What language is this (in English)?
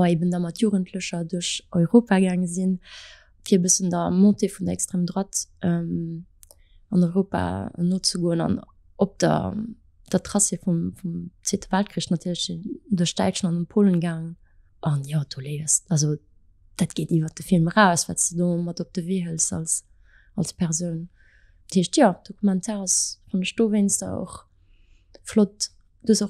Luxembourgish